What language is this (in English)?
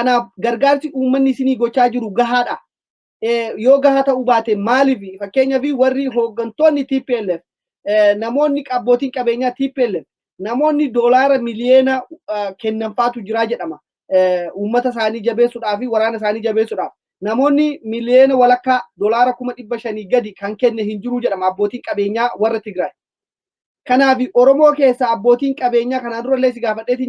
Oromo